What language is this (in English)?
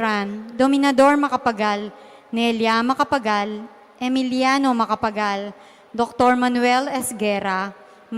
Pampanga